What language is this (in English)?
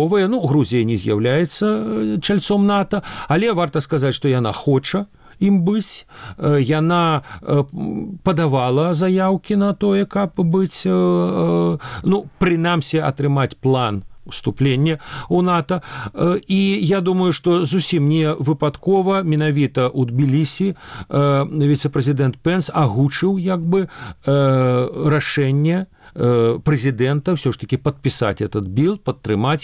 Belarusian